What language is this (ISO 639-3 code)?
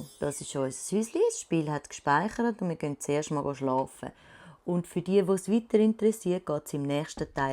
gsw